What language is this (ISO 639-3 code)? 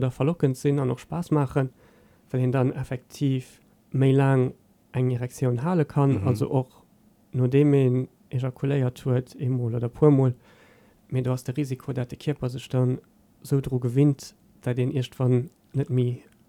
ltz